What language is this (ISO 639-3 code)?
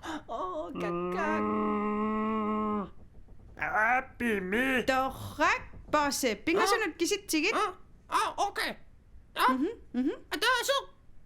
kal